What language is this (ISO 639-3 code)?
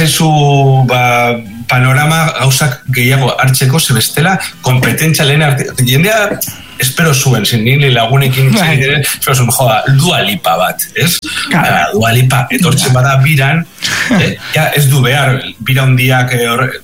eus